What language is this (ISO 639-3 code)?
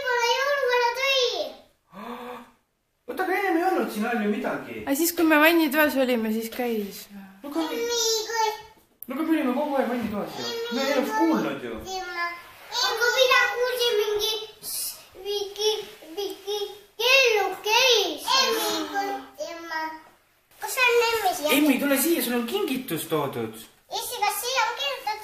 est